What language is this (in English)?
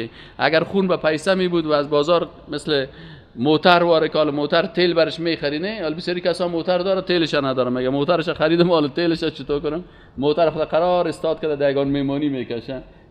Persian